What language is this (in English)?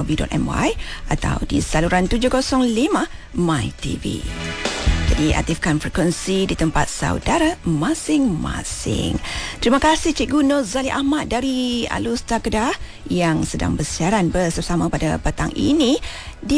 Malay